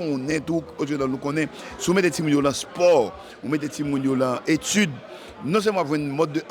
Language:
Haitian Creole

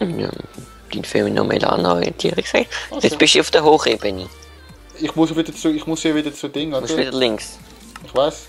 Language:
Swiss German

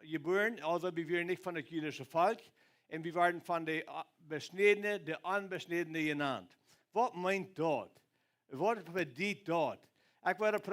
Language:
Plautdietsch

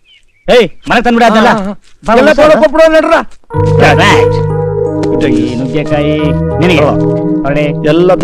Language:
Kannada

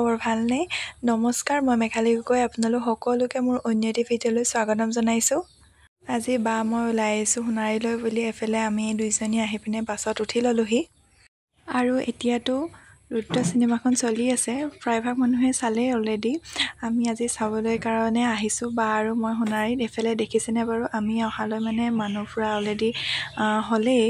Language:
Assamese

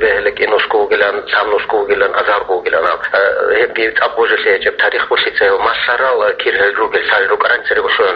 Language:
Avaric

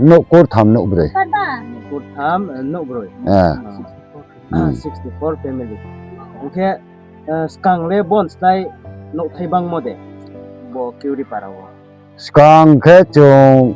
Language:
Riang (India)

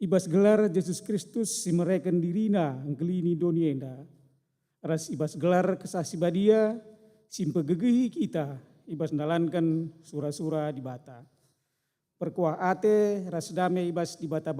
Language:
Batak Karo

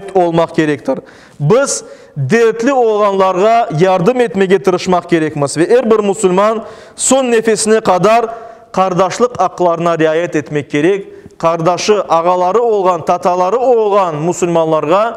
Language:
Crimean Tatar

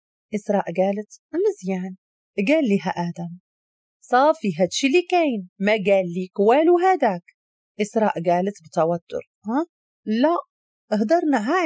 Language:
Moroccan Arabic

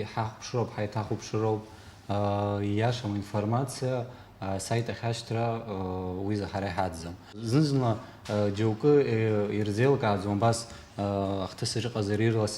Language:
Abkhazian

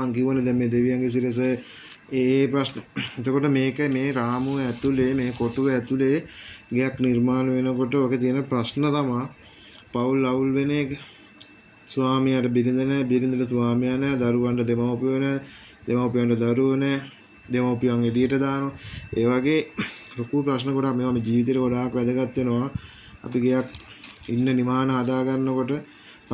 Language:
Sinhala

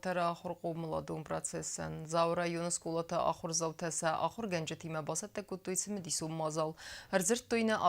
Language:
Ossetic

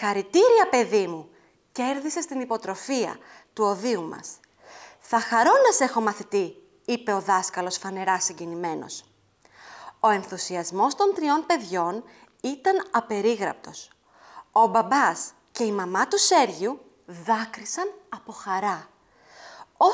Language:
Greek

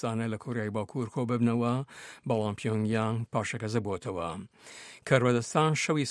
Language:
Central Kurdish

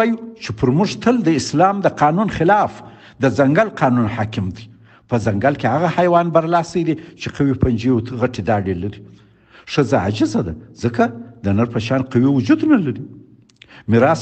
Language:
Pashto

